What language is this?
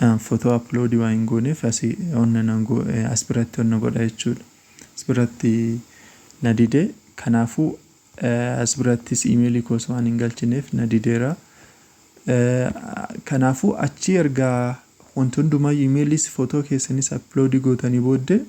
Oromo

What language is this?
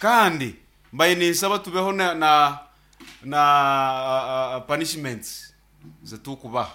Nyankole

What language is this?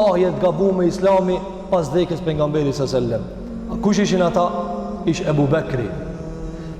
Albanian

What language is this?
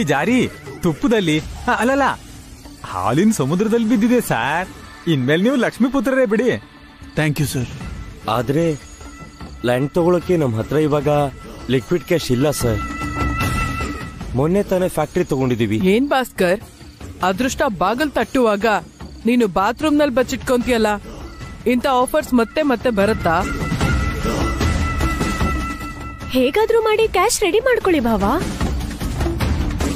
Kannada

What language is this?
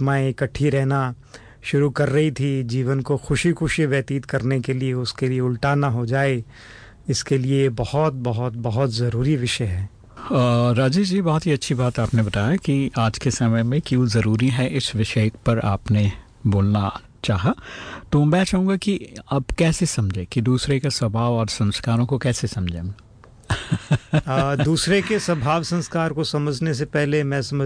Hindi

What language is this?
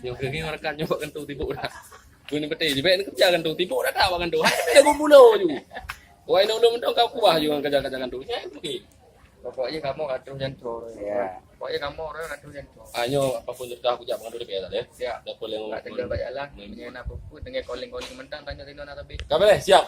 Achinese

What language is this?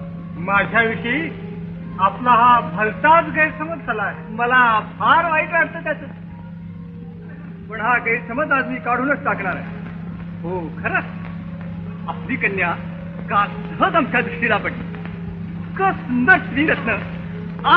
Marathi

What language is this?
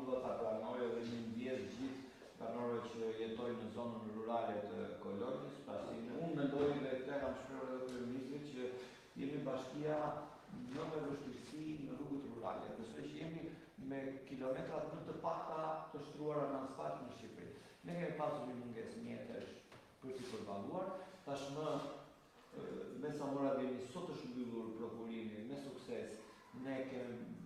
Albanian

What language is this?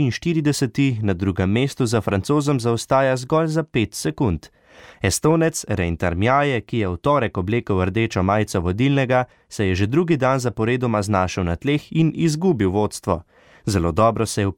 Slovenian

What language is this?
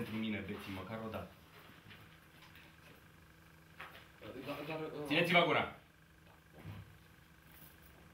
Romanian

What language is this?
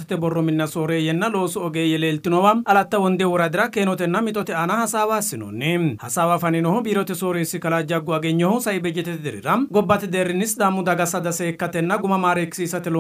Sidamo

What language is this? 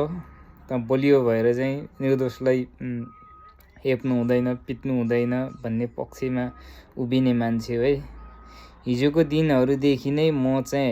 Nepali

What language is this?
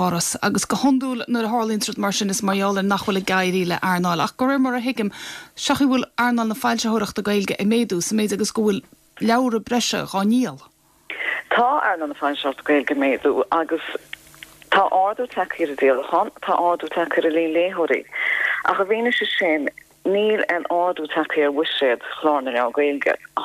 Irish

